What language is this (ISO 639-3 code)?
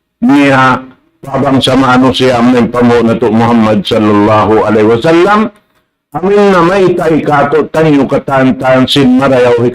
tsg